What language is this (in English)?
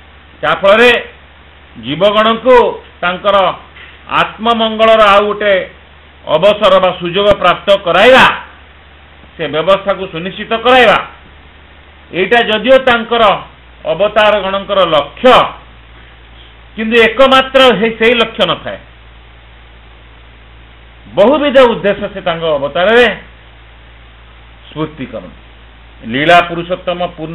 Odia